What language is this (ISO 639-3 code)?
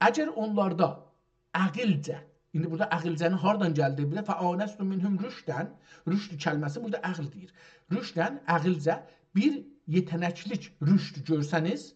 azb